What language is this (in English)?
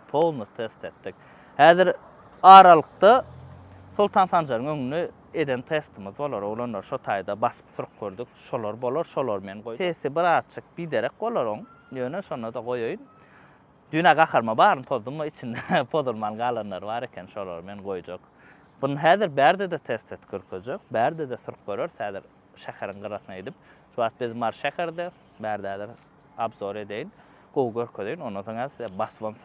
Turkmen